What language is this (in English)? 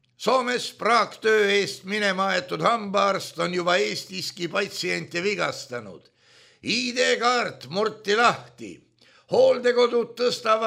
Estonian